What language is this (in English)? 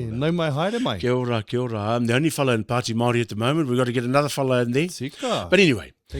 Māori